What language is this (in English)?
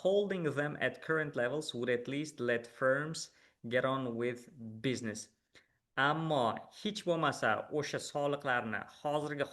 Uzbek